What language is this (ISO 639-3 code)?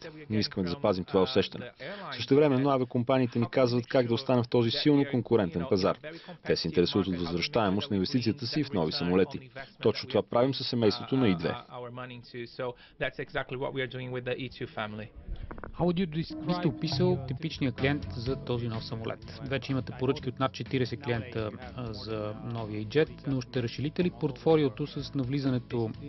bul